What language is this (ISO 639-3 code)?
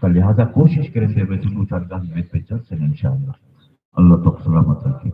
skr